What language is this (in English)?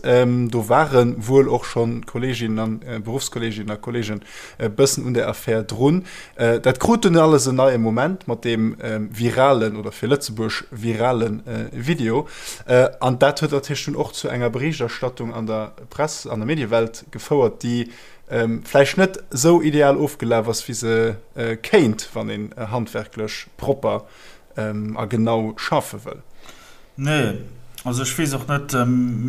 Luxembourgish